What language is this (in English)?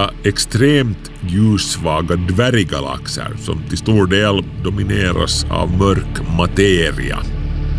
Swedish